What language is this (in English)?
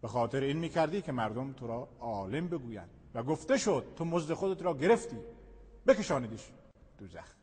Persian